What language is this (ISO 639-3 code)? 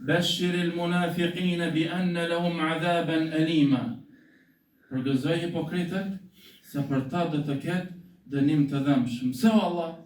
sqi